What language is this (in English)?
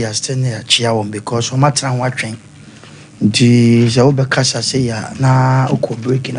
Akan